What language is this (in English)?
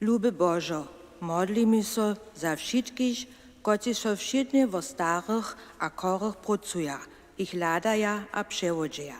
Upper Sorbian